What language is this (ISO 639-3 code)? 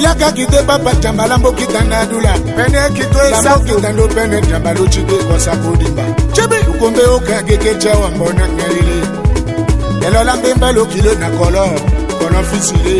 tll